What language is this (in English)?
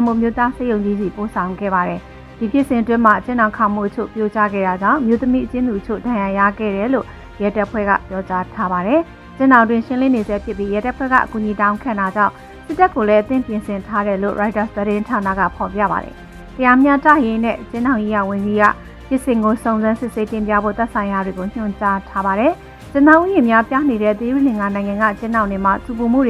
Burmese